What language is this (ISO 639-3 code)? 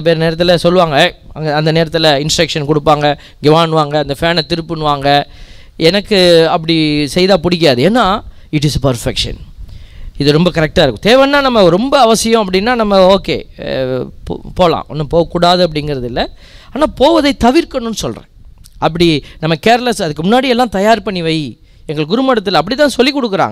tam